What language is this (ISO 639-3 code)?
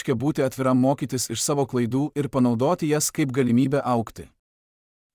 lit